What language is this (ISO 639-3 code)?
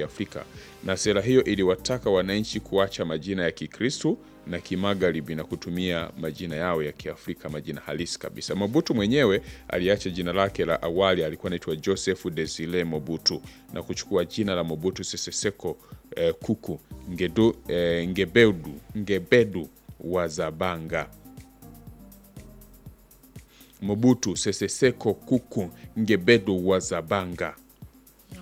swa